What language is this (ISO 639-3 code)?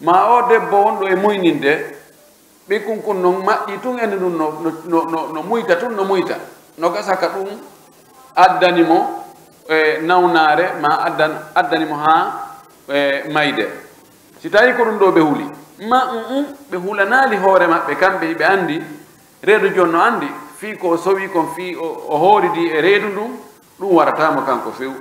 fuf